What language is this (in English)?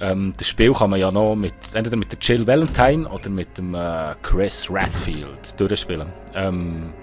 Swiss German